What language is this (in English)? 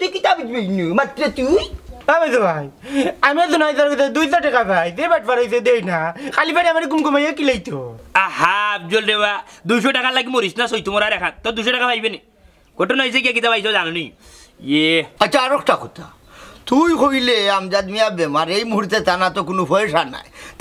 Sylheti